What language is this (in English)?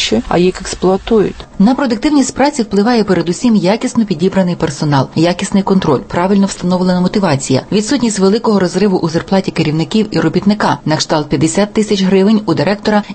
Ukrainian